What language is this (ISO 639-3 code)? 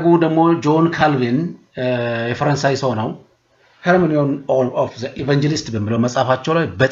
amh